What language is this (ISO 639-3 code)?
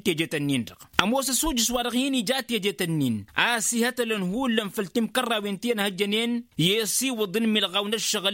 taq